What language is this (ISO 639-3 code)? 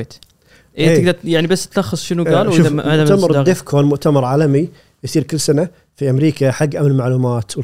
afb